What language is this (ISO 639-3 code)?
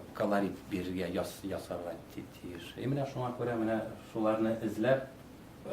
tat